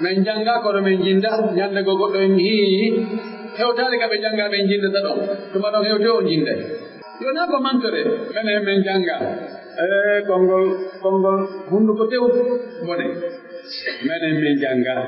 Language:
Pular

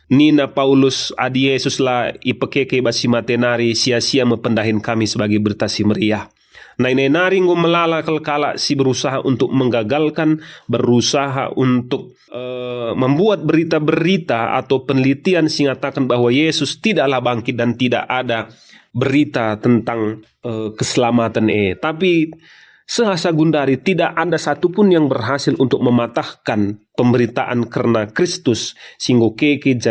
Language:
Batak Karo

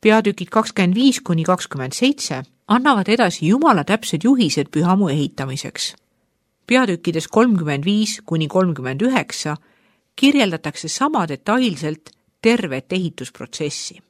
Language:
Estonian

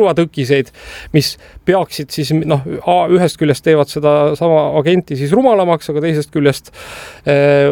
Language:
Estonian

